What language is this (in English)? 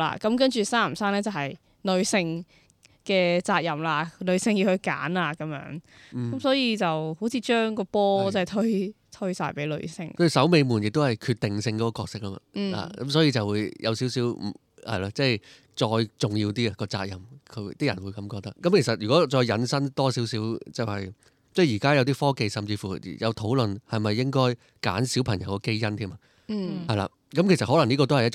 Cantonese